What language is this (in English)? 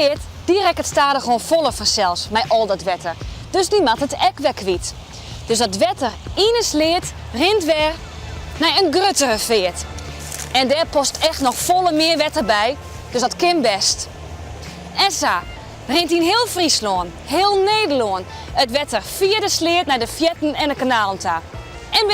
Western Frisian